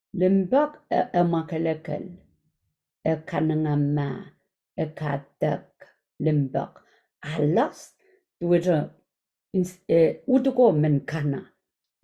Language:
Pohnpeian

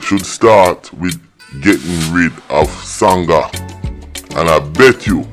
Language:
Jamaican Creole English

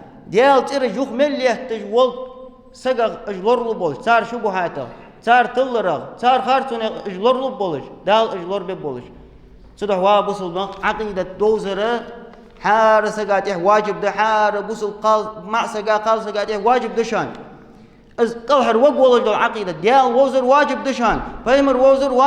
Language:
Ingush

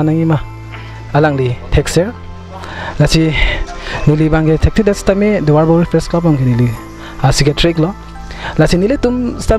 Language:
Karbi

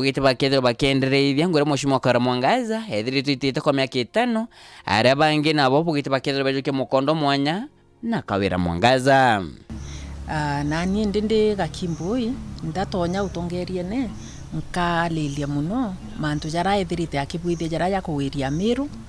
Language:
Meru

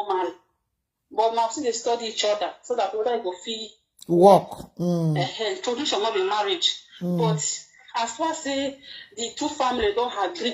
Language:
Nigerian Pidgin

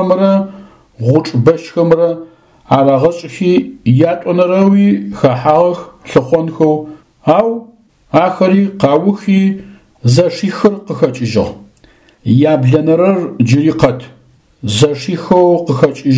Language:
Adyghe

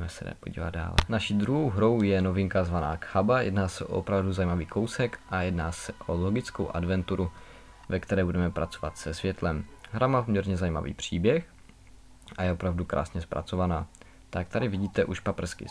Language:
Czech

